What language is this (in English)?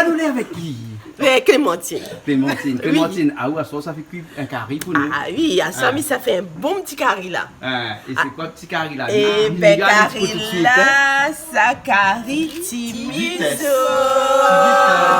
Réunion Creole French